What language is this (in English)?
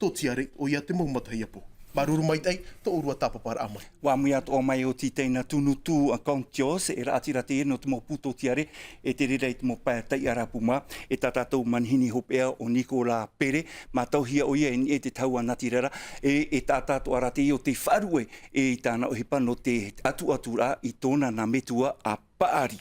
Tahitian